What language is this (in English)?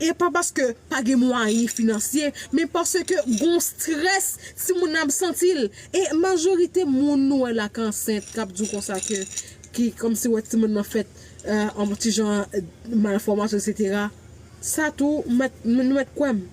Haitian Creole